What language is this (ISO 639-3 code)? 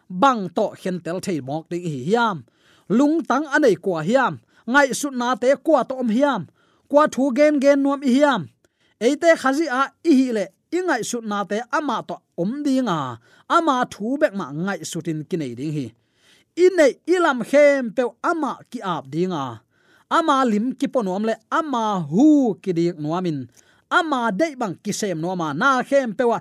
ctd